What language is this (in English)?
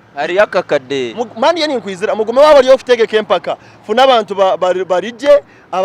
Nyankole